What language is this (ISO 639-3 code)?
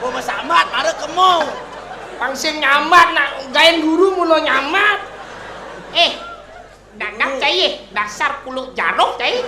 ban